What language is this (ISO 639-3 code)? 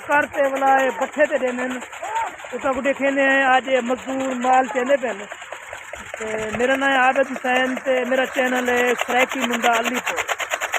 skr